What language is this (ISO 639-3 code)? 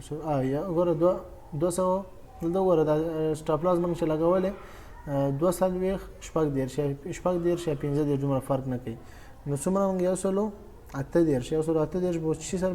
pus